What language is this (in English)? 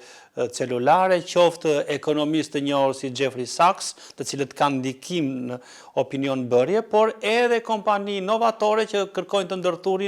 Albanian